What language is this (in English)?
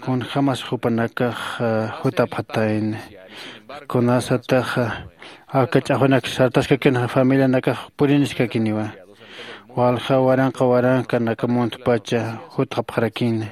Aymara